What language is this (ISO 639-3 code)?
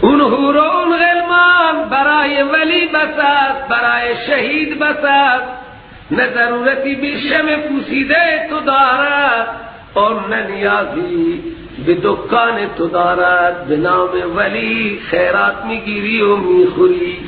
fas